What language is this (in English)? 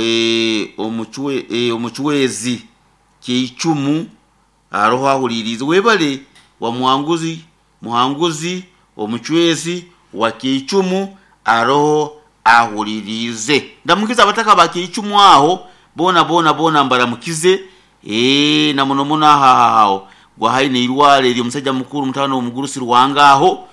Nyoro